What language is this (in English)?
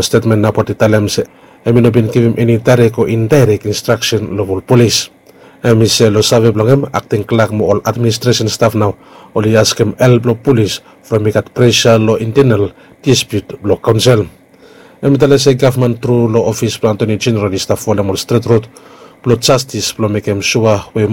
Bislama